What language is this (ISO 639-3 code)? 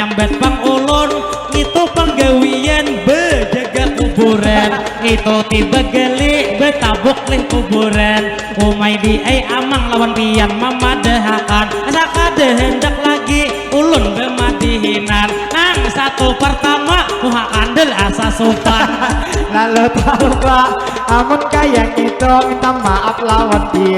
bjn